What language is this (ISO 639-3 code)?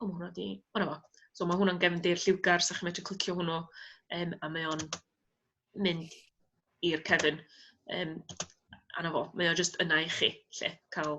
cym